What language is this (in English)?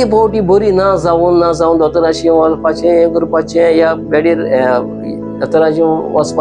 Konkani